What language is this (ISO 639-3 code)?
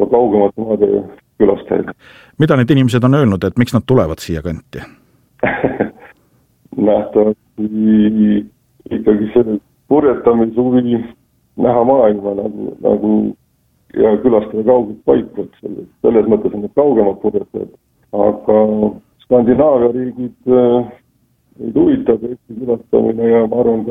est